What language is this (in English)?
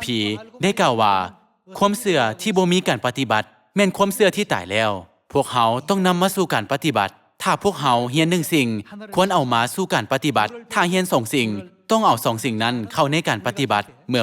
Lao